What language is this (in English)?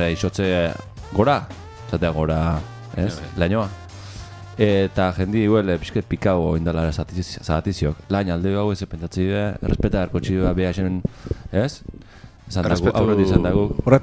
Basque